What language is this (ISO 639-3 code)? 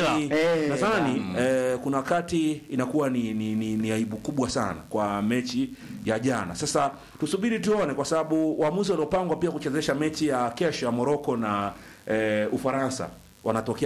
swa